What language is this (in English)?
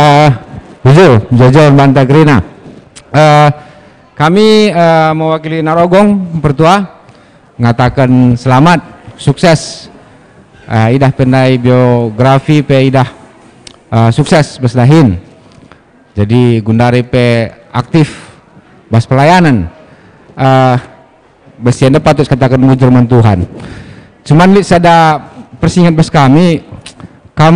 Batak Karo